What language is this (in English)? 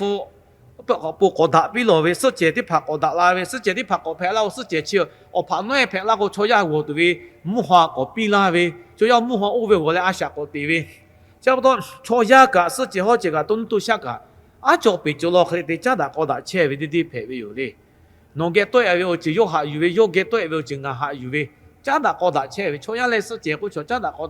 Lahu